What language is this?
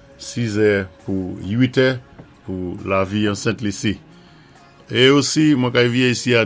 Saint Lucian Creole French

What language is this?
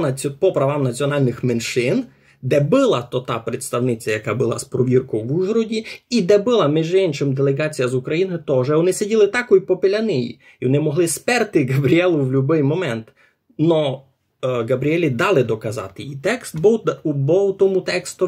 Rusyn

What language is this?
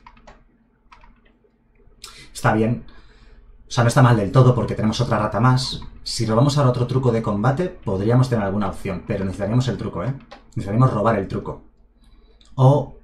Spanish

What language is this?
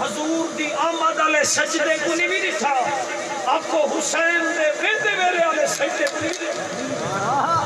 Saraiki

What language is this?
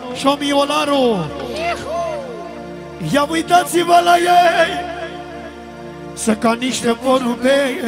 Romanian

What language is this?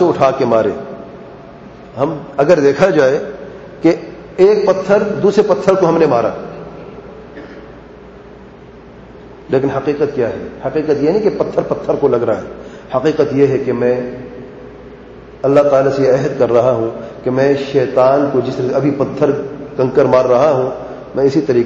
Urdu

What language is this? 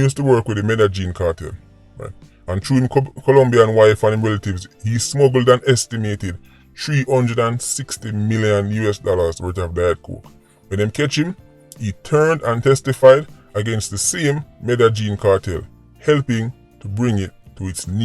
Jamaican Creole English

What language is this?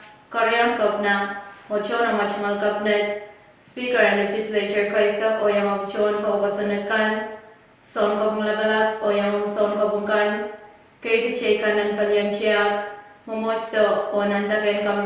Pohnpeian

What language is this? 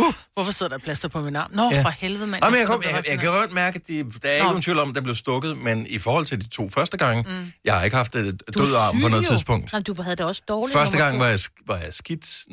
Danish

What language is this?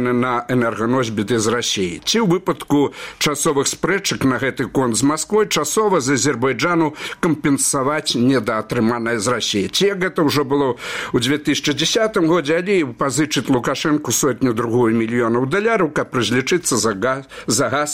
Belarusian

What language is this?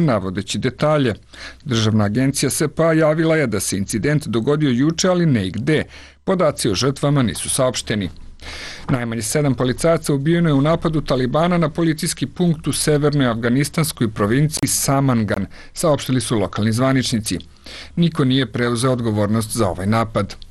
Serbian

